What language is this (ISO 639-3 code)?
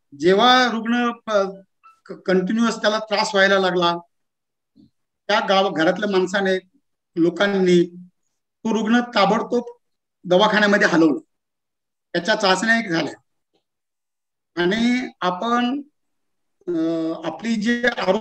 mar